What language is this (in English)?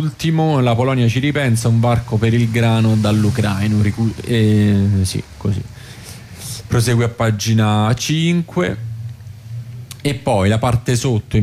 Italian